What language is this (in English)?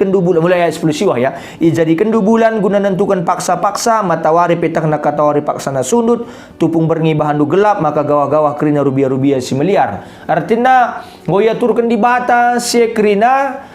Batak Karo